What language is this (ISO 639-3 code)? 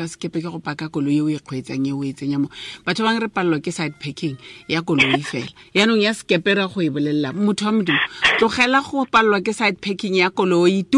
tsn